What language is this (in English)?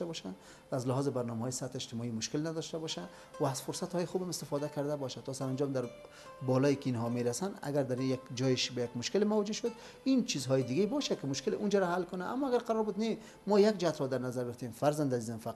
Persian